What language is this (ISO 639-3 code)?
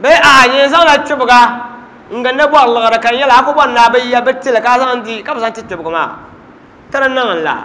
dag